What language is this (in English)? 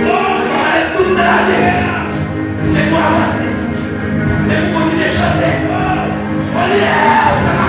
Haitian Creole